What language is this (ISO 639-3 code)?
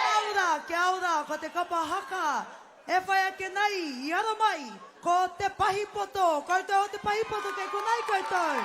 mri